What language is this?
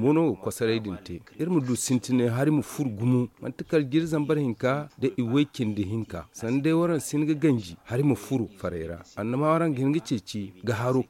Zarma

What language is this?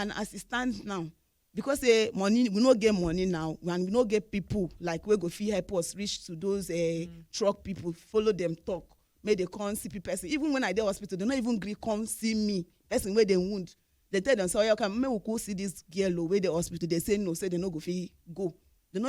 Nigerian Pidgin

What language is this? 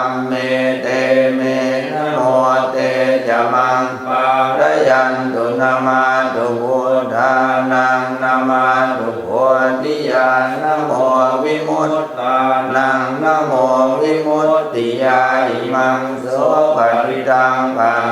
Pali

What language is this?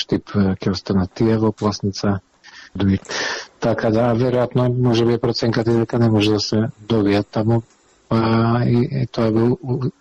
Macedonian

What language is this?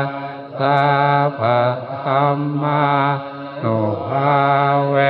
Northeastern Thai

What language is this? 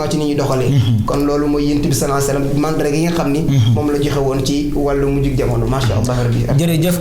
Wolof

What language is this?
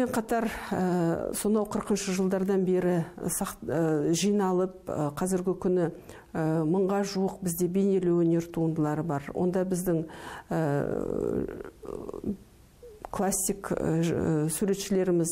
Kazakh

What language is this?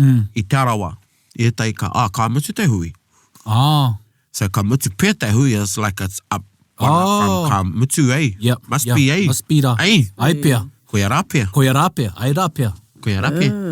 Māori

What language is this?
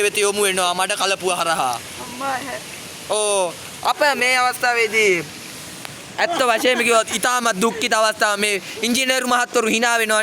Sinhala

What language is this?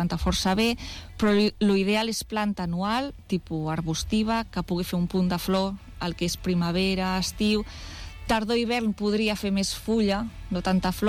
Catalan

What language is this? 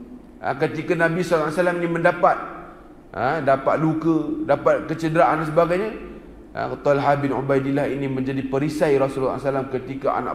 Malay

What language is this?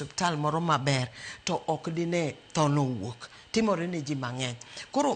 Luo (Kenya and Tanzania)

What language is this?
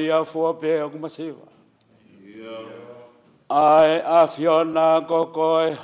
Tongan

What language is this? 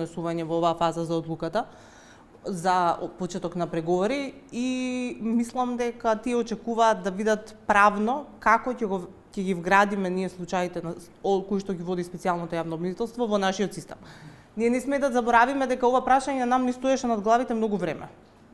Macedonian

